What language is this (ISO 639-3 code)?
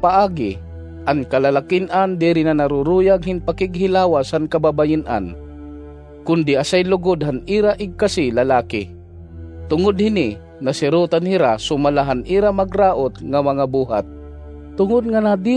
war